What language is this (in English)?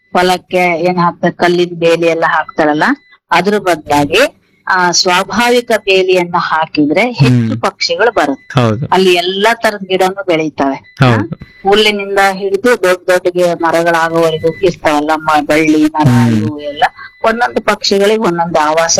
Kannada